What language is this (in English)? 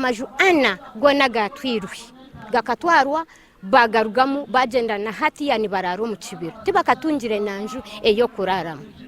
Nyankole